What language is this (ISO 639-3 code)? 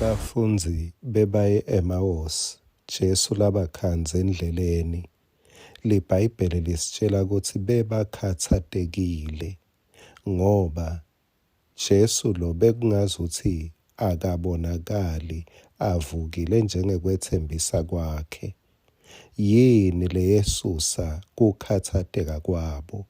ssw